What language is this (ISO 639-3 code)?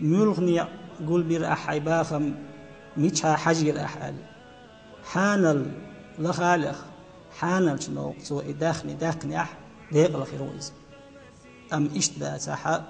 che